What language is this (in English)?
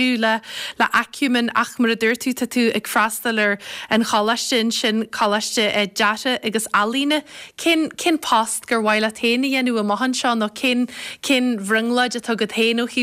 Irish